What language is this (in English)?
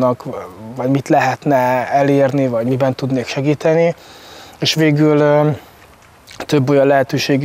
Hungarian